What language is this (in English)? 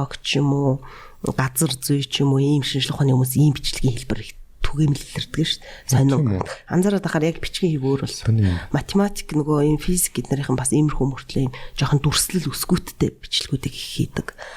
Mongolian